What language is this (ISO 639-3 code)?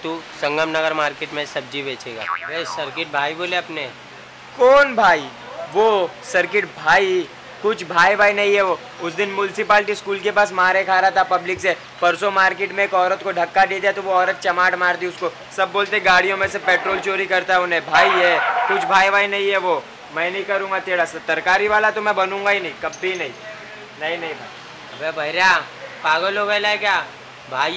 hin